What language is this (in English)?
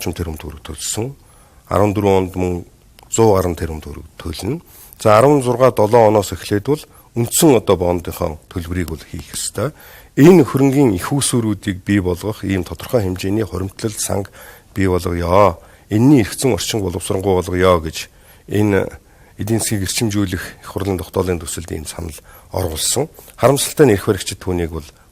Mongolian